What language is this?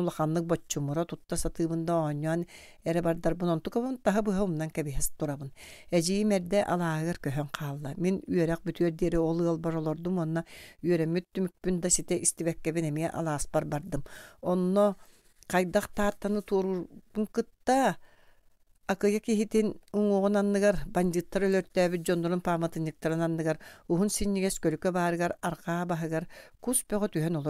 Yakut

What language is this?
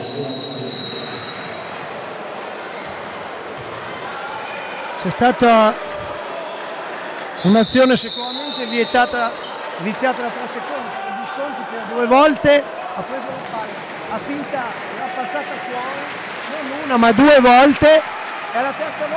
Italian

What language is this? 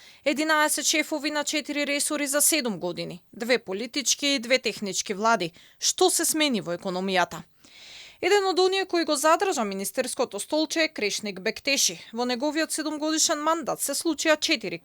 Macedonian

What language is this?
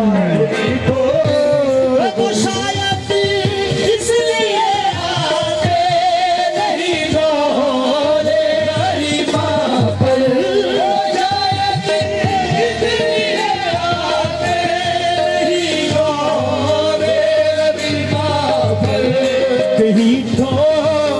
Hindi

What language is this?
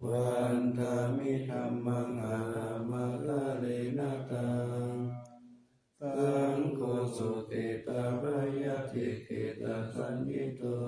Pali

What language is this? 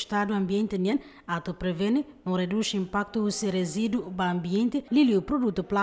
Tetum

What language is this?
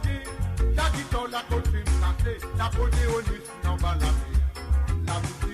Morisyen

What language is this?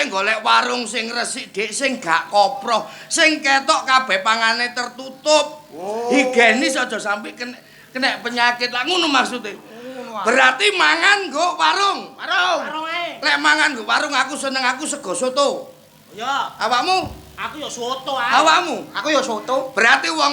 Javanese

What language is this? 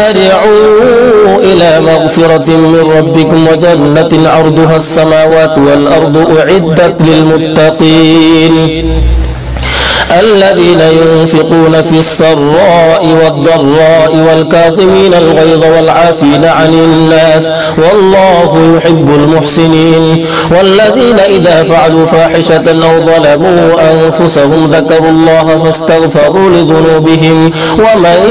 Arabic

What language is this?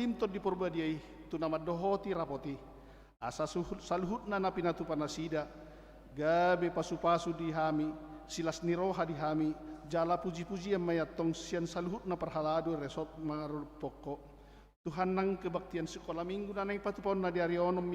Batak Toba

